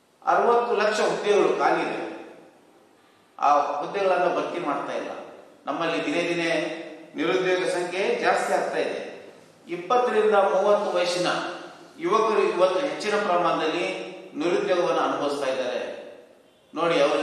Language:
Kannada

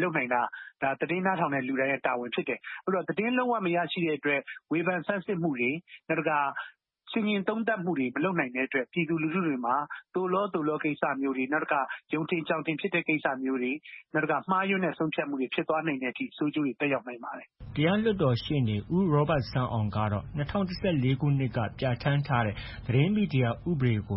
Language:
Burmese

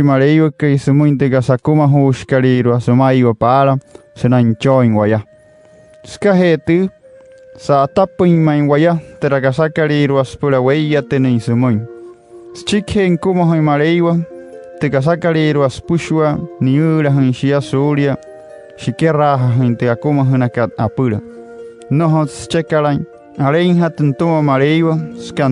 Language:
Wayuu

